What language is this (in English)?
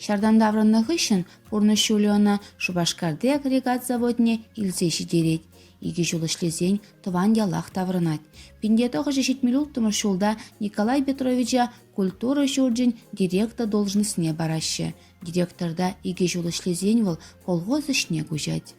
Chuvash